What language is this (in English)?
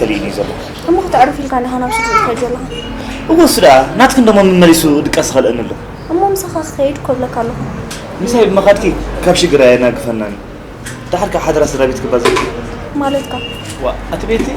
Tigrinya